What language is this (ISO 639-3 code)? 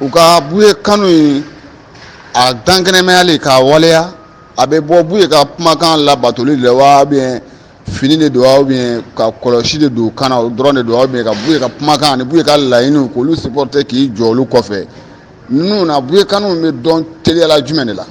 bam